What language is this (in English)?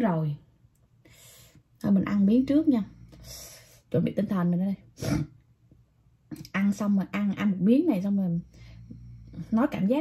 Vietnamese